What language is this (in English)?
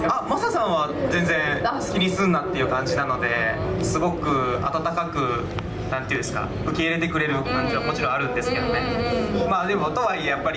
Japanese